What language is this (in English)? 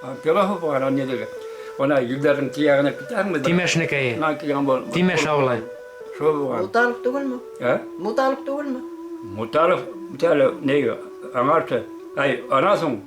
Bashkir